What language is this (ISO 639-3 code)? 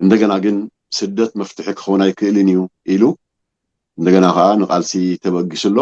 tir